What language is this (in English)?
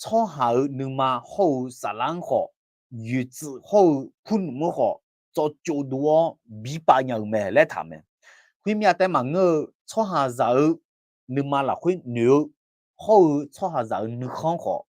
Akha